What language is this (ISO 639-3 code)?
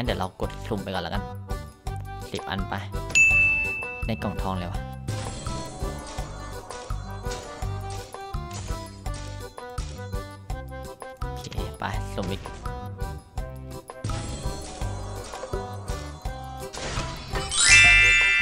tha